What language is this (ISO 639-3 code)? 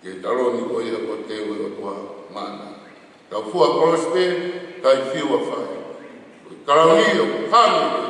ton